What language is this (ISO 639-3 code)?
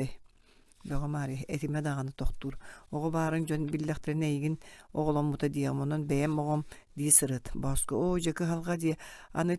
sah